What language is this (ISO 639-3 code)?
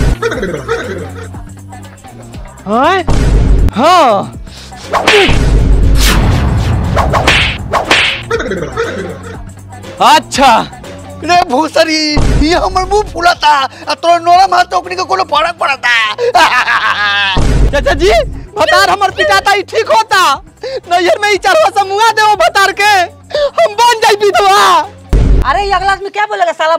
bho